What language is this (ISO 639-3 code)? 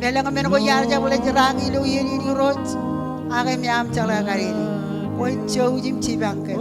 mah